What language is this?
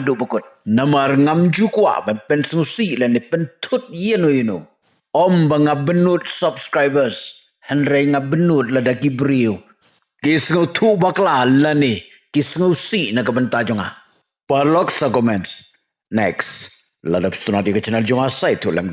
Khasi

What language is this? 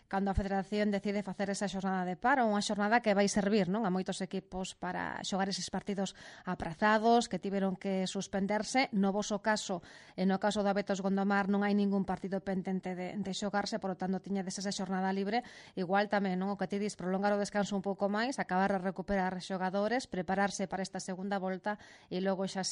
Galician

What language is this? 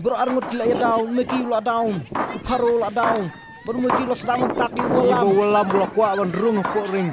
Khasi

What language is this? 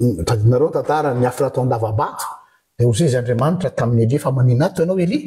Malagasy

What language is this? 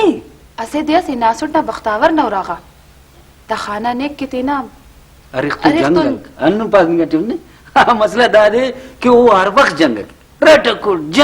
Brahui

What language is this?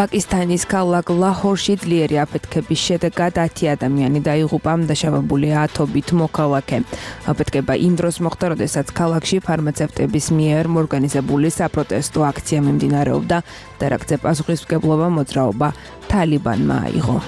Georgian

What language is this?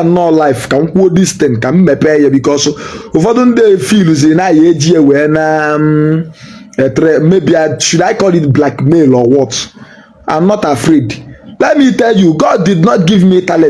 Igbo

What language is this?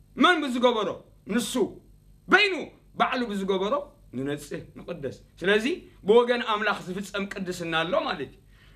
Tigrinya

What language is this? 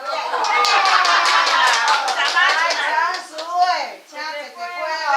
Min Nan Chinese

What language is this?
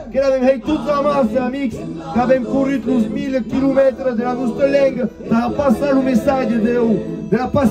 Occitan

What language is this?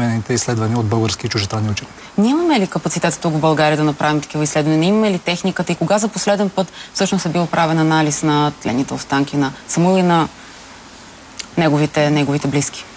Bulgarian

